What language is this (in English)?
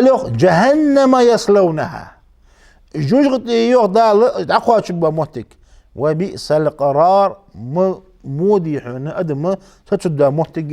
Ingush